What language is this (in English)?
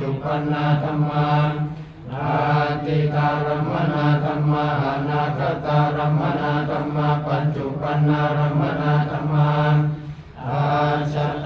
Pali